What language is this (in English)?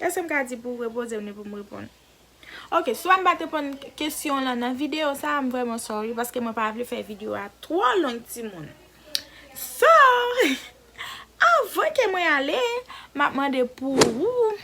Haitian Creole